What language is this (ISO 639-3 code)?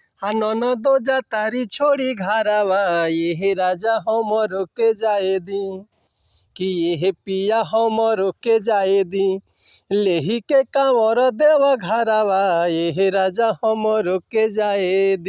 bho